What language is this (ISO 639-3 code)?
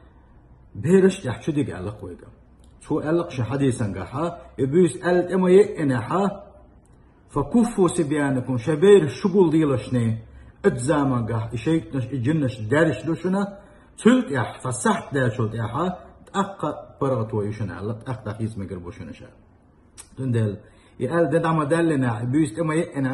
che